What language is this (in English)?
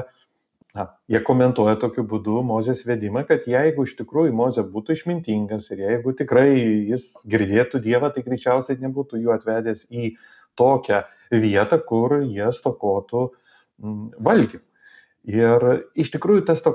Lithuanian